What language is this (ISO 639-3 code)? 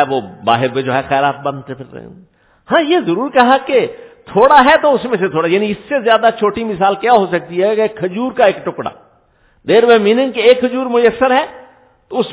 urd